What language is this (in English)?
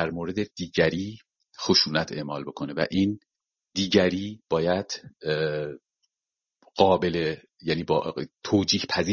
Persian